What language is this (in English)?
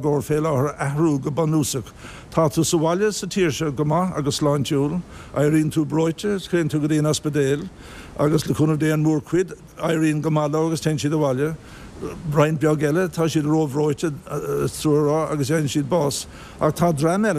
Irish